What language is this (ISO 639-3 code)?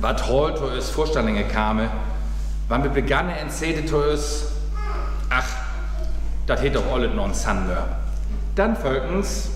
frr